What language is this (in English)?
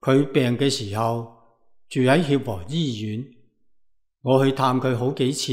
Cantonese